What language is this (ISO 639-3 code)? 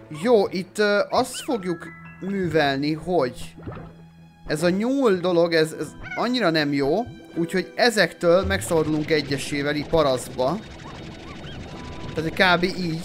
hun